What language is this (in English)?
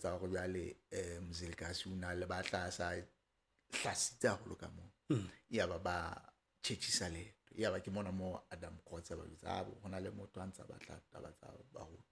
Southern Sotho